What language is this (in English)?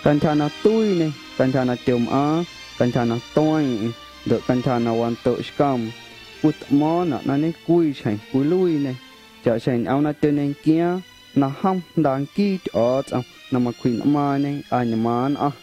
Guerrero Amuzgo